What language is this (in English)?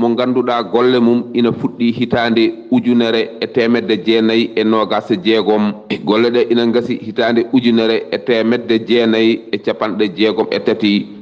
Fula